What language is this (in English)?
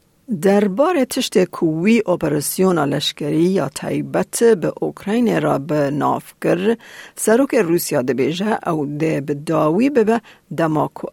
Kurdish